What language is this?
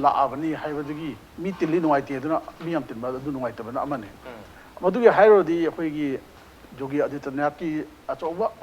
Manipuri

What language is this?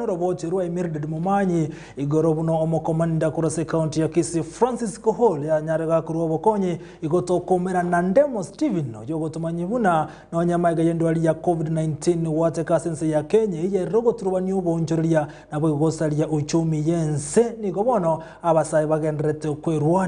Gusii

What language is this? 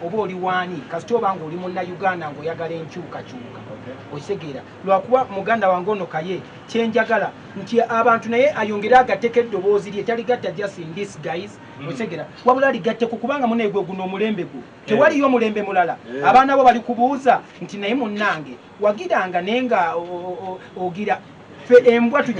Ganda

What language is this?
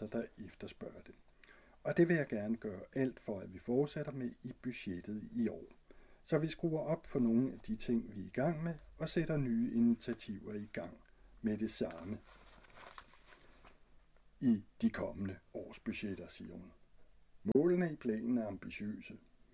Danish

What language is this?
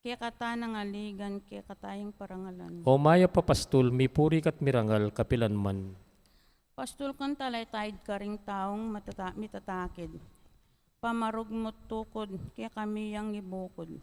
Pampanga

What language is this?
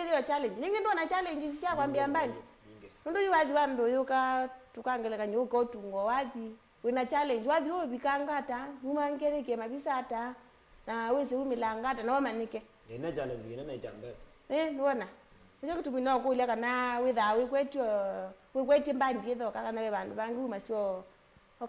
Kamba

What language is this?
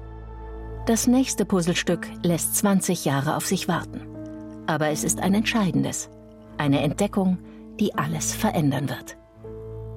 German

